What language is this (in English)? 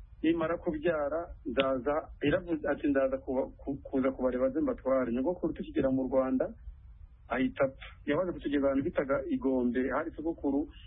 Kinyarwanda